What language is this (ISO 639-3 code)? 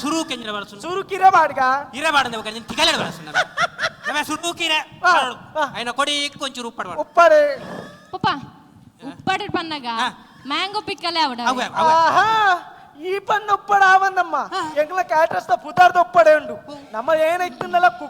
tcy